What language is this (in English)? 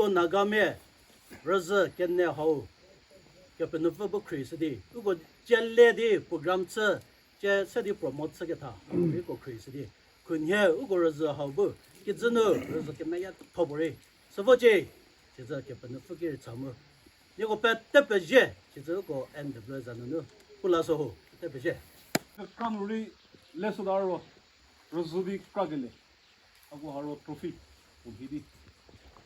Chokri Naga